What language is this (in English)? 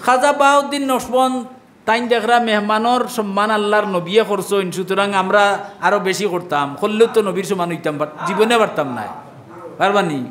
Sylheti